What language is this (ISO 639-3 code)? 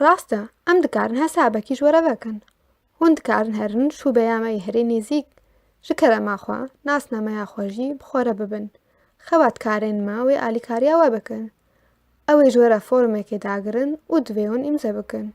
kur